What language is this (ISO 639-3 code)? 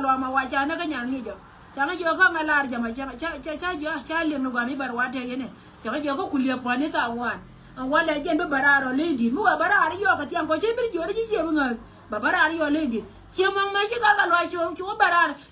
nus